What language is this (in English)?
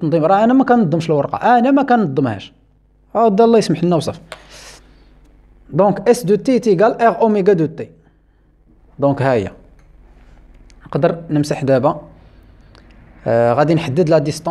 Moroccan Arabic